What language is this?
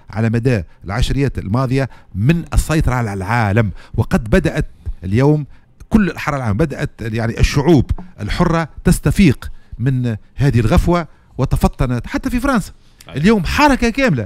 Tunisian Arabic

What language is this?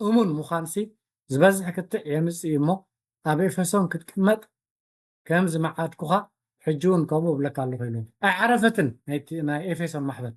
Tigrinya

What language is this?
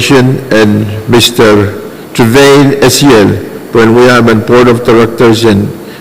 Pohnpeian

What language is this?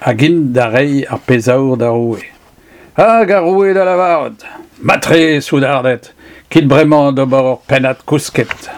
Breton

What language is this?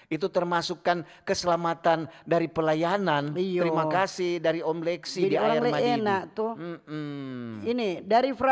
Manado Malay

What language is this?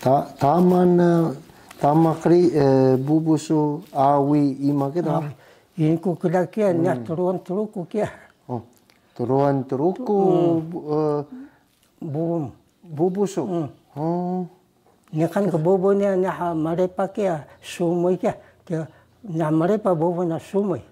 Taroko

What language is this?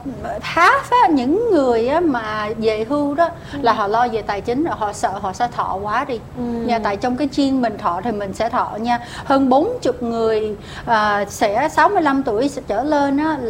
Vietnamese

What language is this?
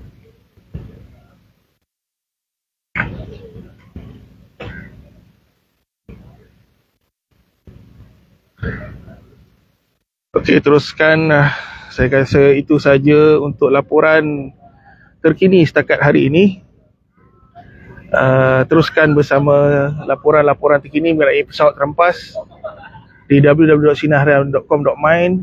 Malay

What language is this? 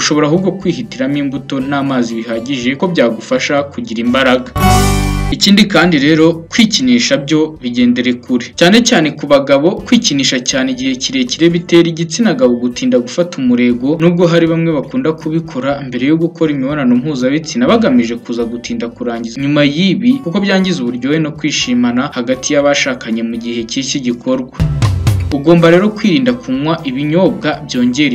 Kinyarwanda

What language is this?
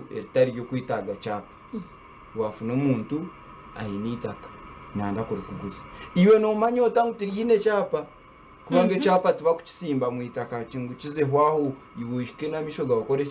Nyankole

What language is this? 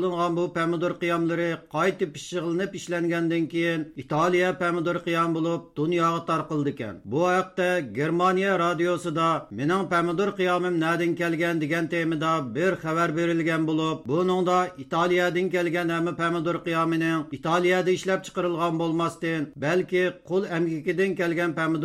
Uyghur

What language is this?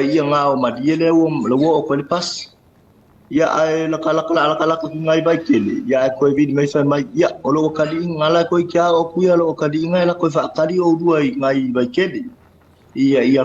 Samoan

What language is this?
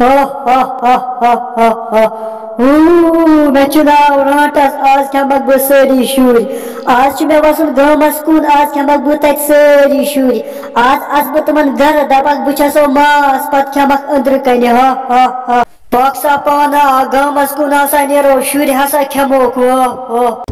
Kashmiri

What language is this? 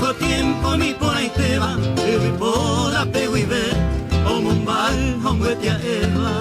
Guarani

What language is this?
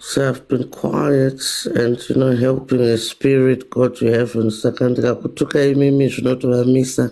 Shona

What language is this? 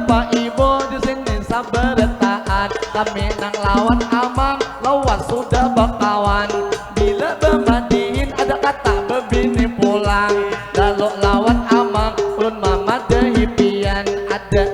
Banjar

